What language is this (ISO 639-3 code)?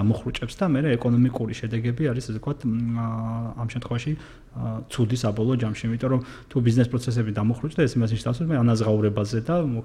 kat